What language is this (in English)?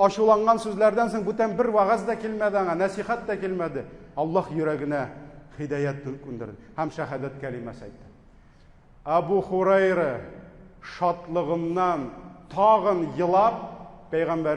Tatar